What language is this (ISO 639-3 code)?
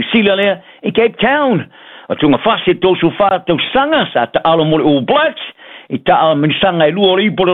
smo